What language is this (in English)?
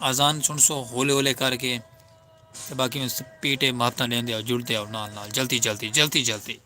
Saraiki